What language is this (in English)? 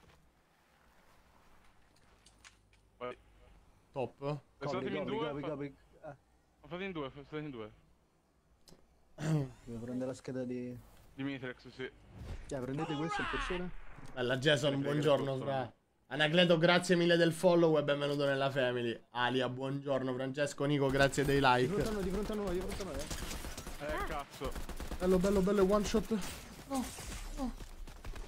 Italian